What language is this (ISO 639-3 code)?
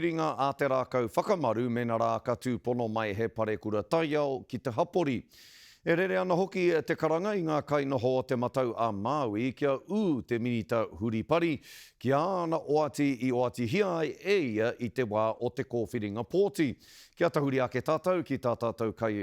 mri